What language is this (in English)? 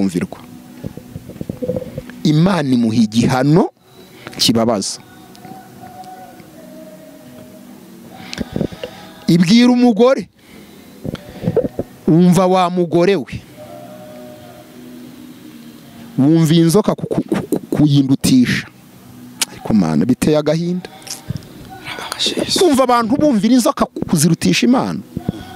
Kinyarwanda